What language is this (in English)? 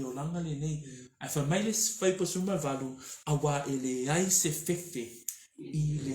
Samoan